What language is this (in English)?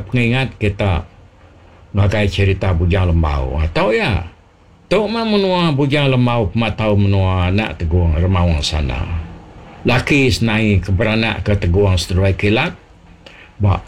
Iban